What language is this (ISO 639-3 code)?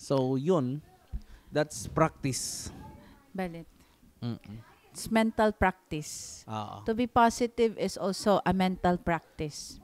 war